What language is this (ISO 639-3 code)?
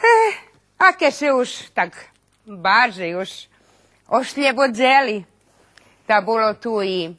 rue